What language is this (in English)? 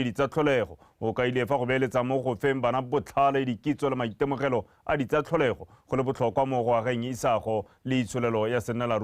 Tswana